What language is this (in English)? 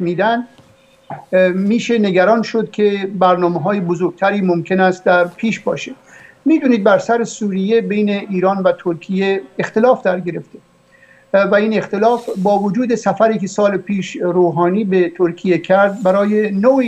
Persian